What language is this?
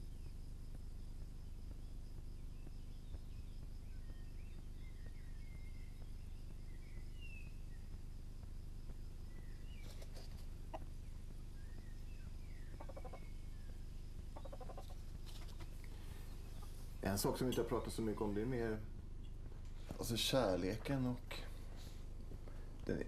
Swedish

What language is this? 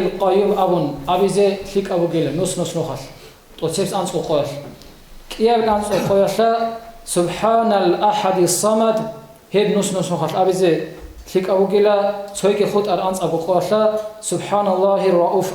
Avaric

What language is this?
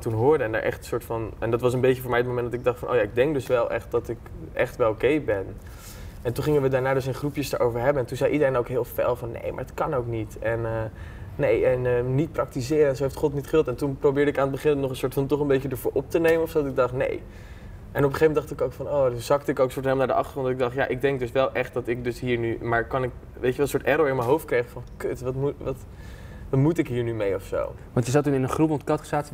Dutch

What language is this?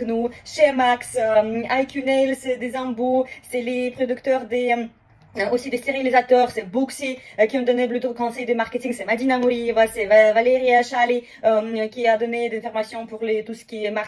French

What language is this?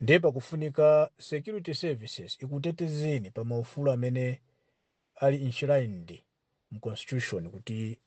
Nyanja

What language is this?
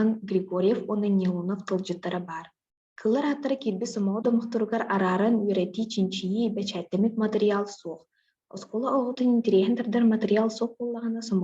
Yakut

